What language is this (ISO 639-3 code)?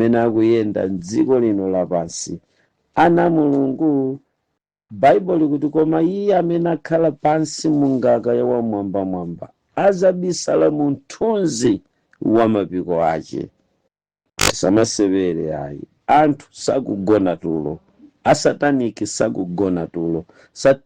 nya